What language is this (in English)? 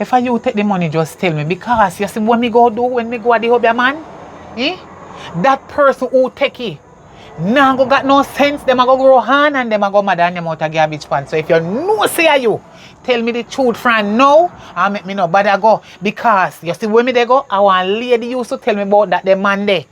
Jamaican Creole English